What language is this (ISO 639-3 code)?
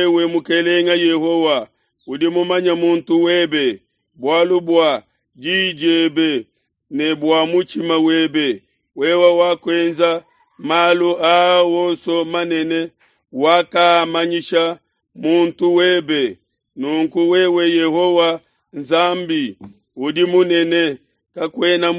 lua